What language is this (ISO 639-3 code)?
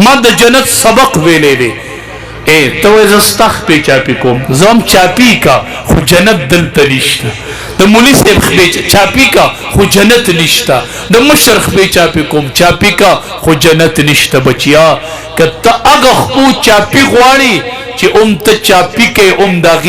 pus